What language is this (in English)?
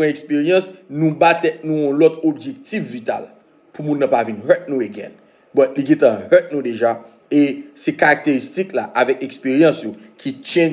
Haitian Creole